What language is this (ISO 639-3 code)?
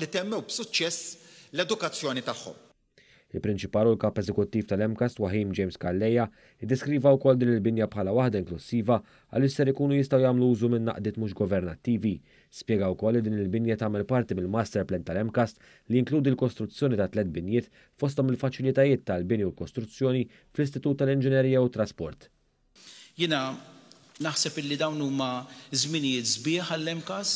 mlt